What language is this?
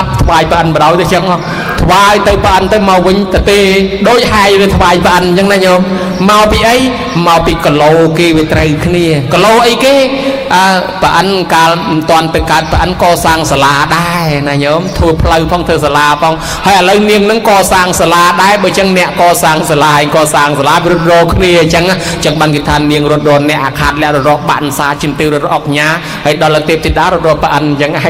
Khmer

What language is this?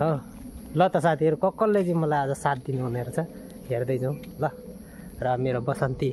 Nepali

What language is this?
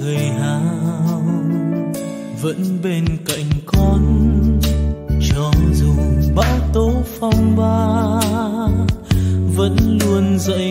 Vietnamese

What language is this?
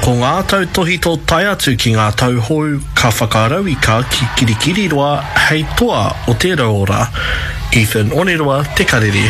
Māori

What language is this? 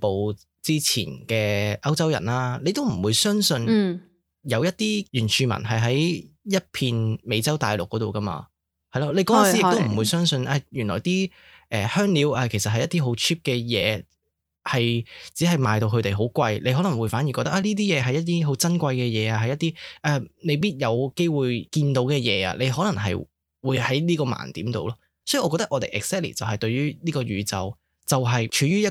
Cantonese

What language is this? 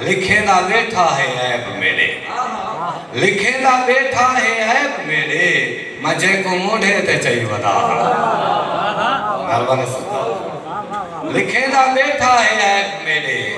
Saraiki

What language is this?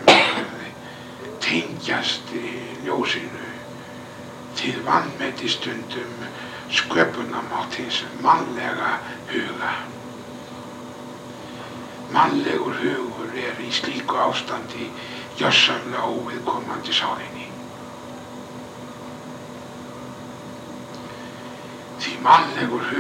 Icelandic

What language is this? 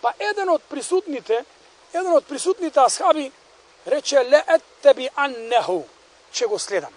Macedonian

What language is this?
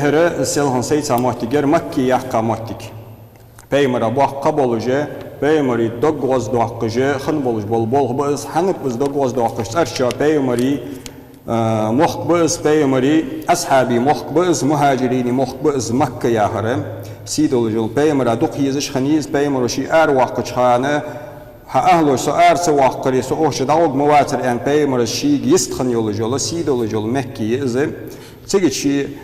Ingush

